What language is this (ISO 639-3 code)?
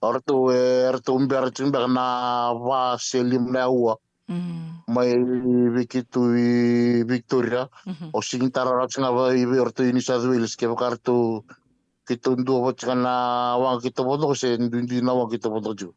fij